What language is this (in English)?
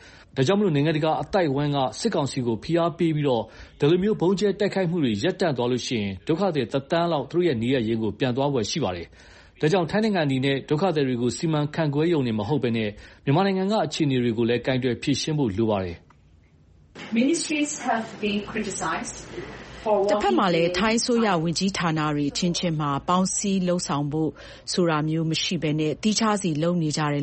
Burmese